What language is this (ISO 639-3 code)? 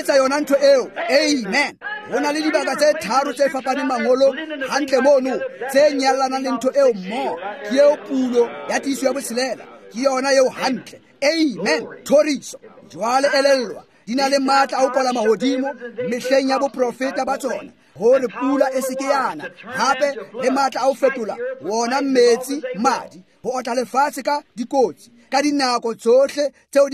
tsn